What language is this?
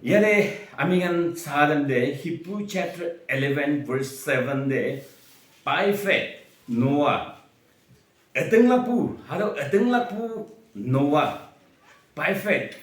Naga Pidgin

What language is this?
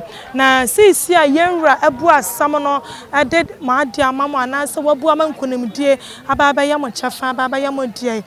Akan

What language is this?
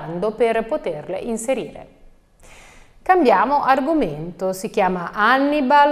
Italian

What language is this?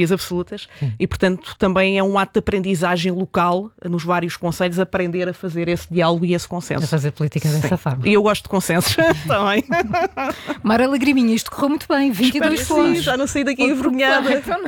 Portuguese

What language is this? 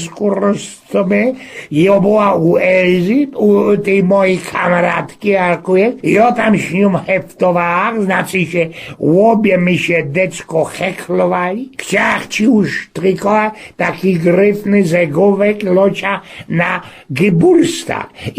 Silesian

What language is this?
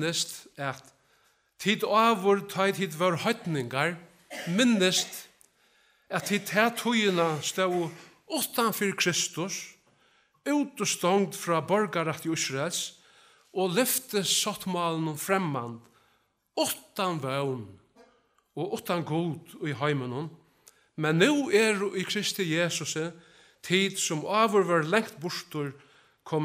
Faroese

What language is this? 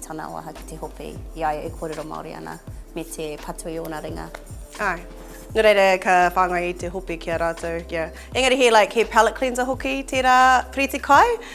Māori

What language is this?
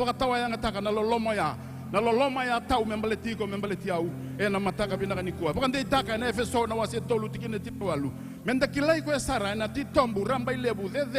Fijian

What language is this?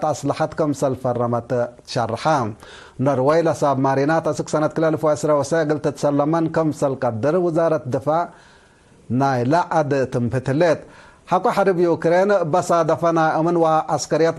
Tigre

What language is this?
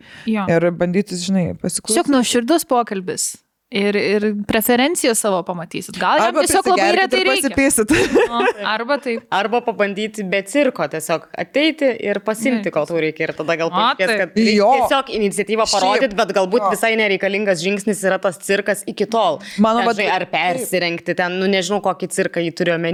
Lithuanian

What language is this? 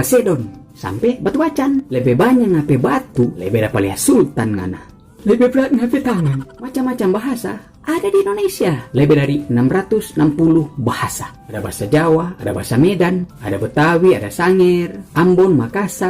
Manado Malay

